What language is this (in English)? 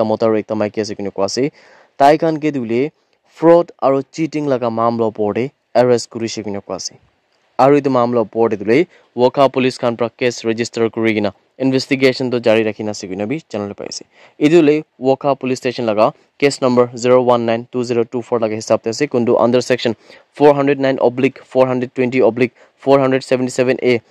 Naga Pidgin